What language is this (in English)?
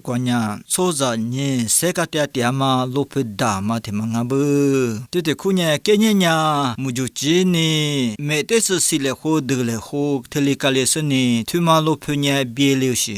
Lisu